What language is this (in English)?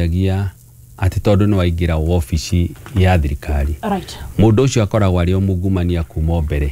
Kikuyu